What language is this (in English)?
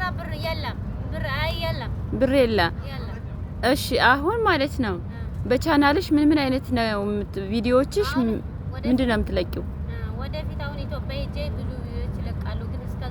Amharic